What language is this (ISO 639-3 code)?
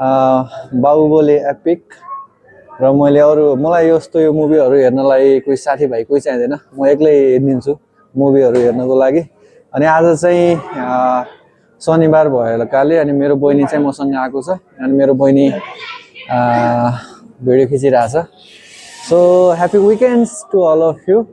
nep